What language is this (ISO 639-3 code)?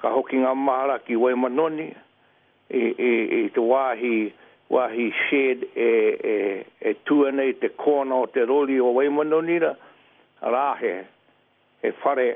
mri